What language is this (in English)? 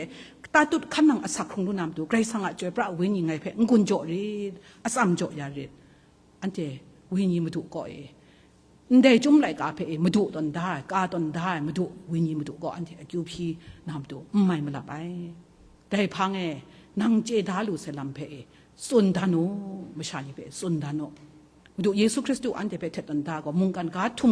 Kachin